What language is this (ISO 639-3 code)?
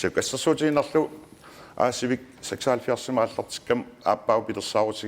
kal